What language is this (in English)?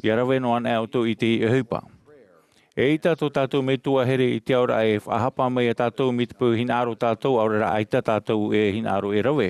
Tahitian